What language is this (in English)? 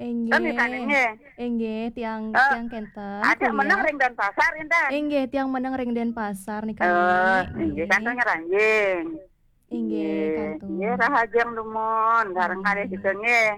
Balinese